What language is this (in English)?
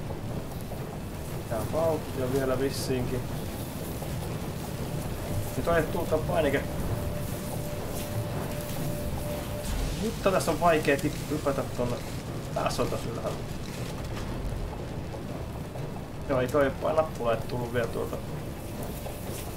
Finnish